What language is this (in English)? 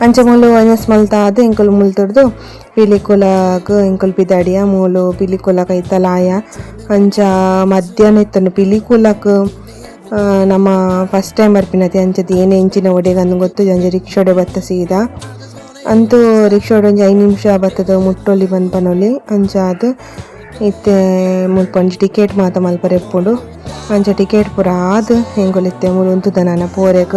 Tulu